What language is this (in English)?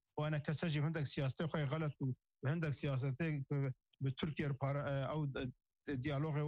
Kurdish